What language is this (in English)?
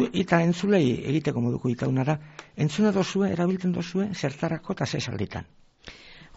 Basque